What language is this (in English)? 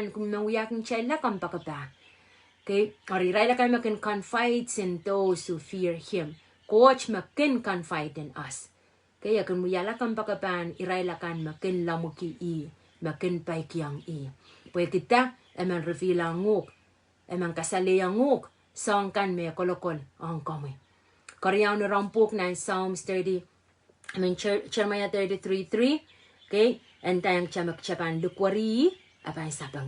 Pohnpeian